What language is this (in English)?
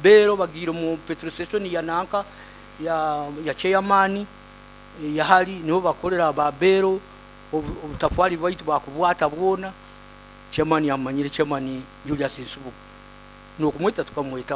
Nyoro